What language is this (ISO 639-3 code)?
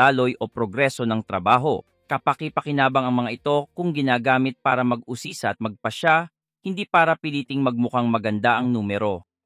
fil